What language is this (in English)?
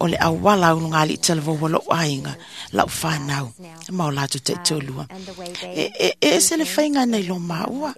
Samoan